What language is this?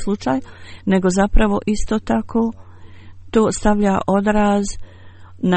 Bosnian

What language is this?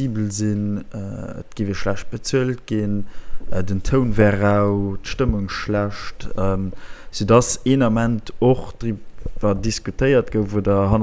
Luxembourgish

